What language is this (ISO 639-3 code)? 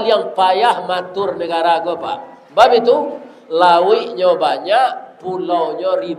min